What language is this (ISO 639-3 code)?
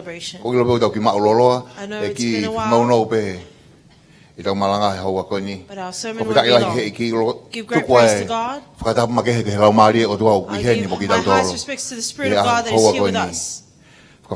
ton